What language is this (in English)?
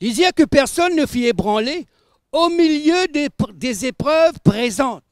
Morisyen